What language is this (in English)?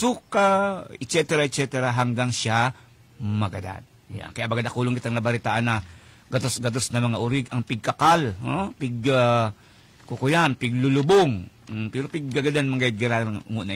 Bikol